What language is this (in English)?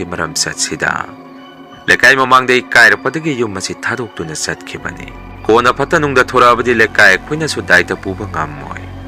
Manipuri